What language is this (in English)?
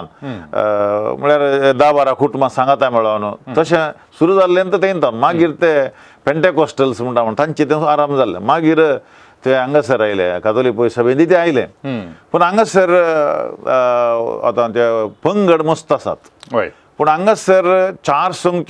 Konkani